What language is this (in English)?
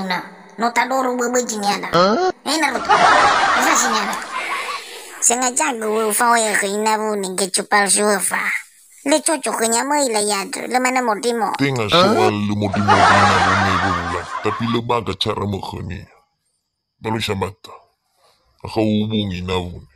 Nias